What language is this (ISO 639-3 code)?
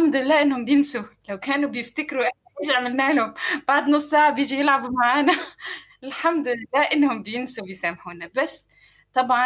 apc